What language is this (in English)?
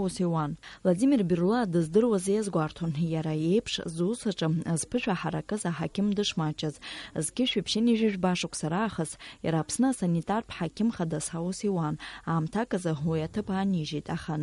Abkhazian